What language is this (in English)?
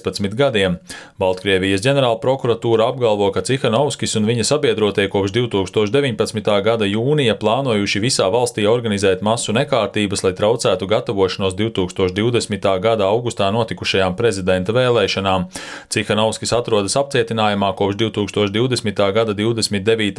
Latvian